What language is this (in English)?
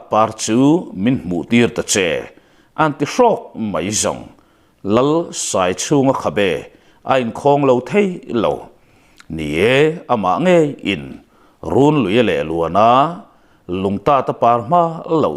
Mizo